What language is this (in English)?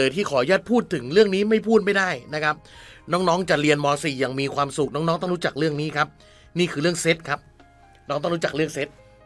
Thai